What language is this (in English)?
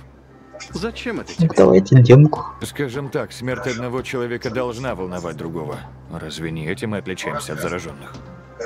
Russian